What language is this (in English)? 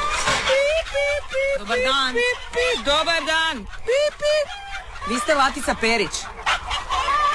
Croatian